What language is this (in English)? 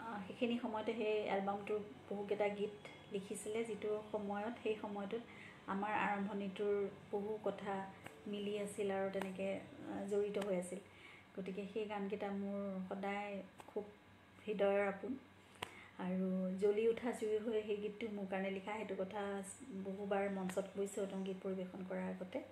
Assamese